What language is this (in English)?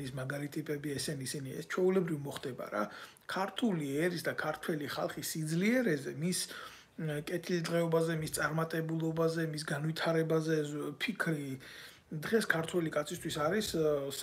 Georgian